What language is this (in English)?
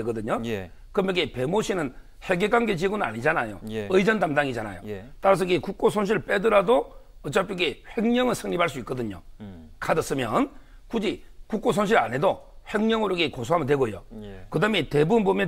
Korean